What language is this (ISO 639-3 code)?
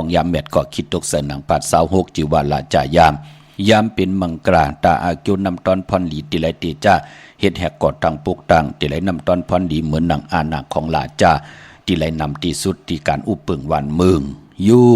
shn